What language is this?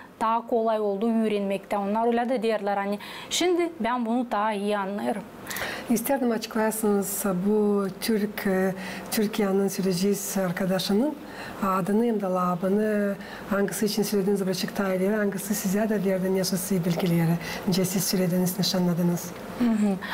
Gagauz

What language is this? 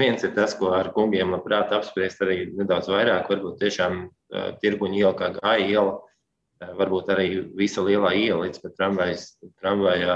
Latvian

